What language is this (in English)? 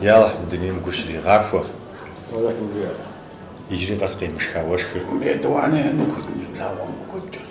Kabardian